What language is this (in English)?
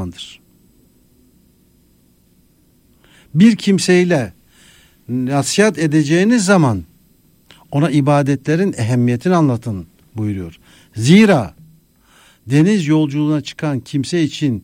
Turkish